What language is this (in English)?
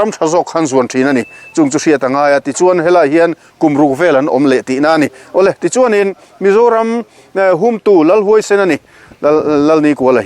Mizo